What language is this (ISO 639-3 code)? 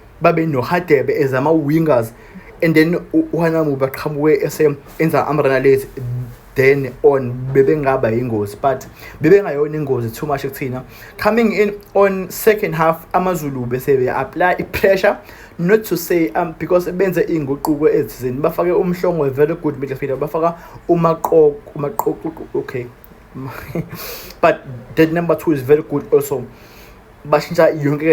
zul